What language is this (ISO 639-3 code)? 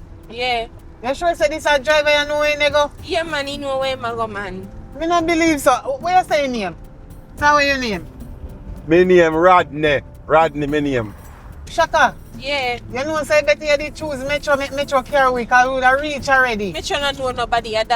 jam